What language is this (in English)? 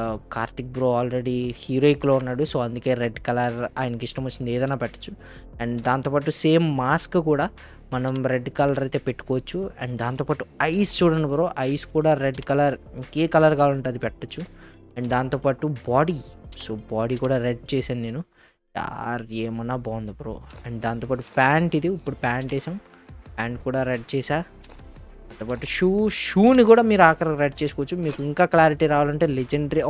Telugu